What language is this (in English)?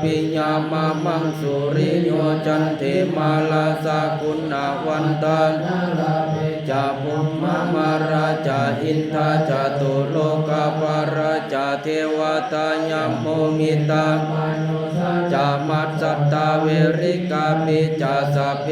Pali